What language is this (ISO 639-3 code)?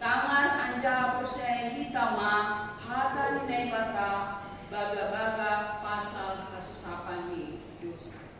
bts